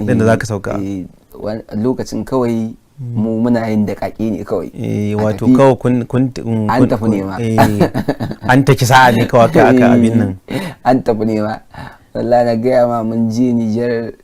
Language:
Hausa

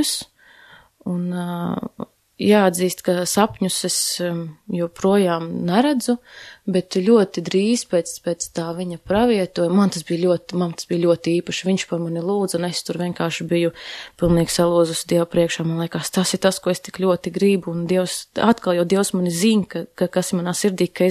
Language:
Latvian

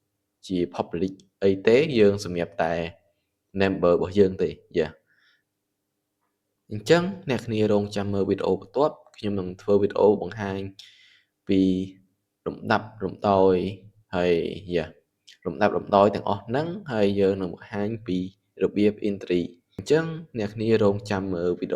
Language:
Khmer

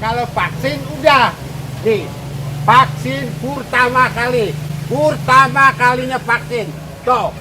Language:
Betawi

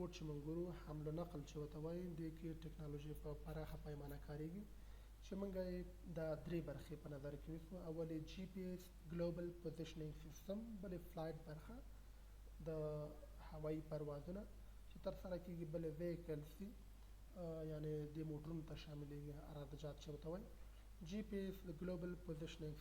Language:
Pashto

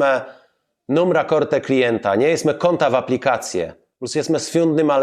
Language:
Kashubian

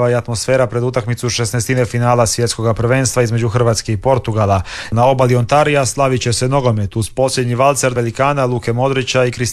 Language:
Croatian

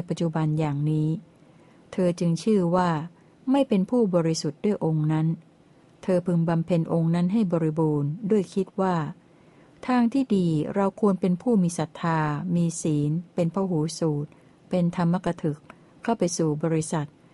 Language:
Thai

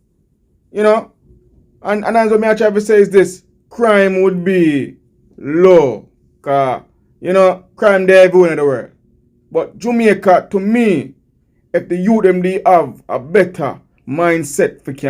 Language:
Jamaican Creole English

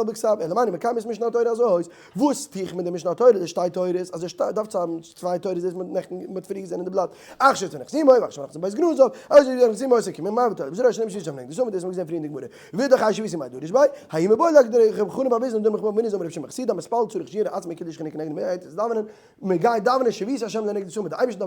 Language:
Yiddish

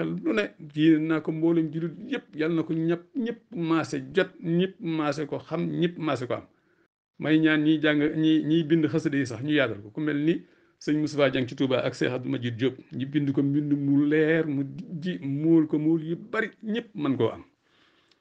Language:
Wolof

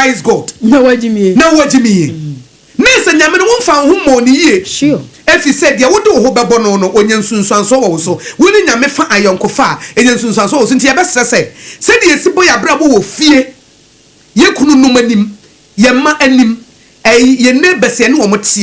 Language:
Akan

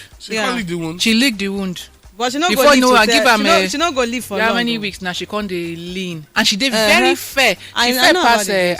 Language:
Nigerian Pidgin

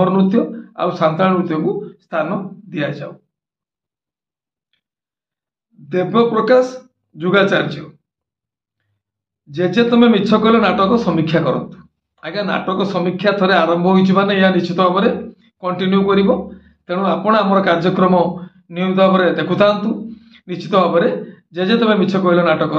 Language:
Odia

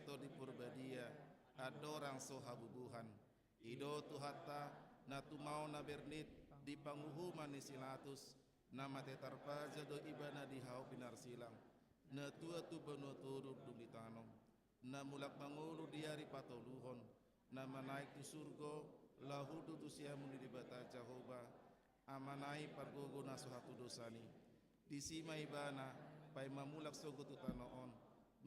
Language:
Batak Toba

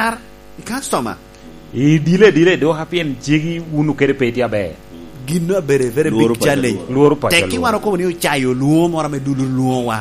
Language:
Lango (Uganda)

